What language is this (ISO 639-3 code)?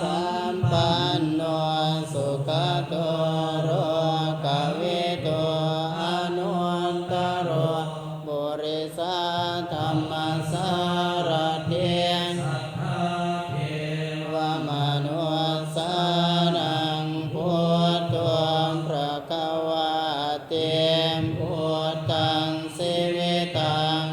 pli